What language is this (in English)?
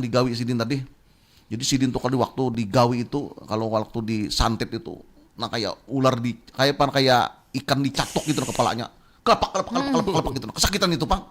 Banjar